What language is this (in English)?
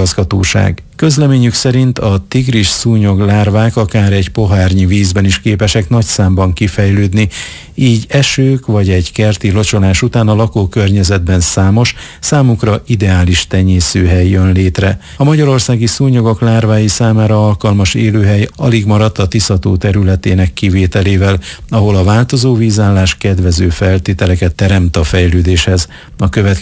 Hungarian